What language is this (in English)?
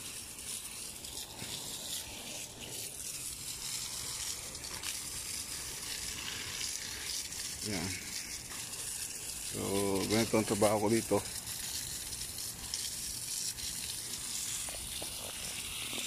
Filipino